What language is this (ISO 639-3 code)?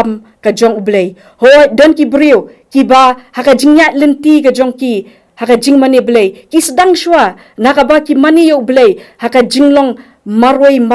kha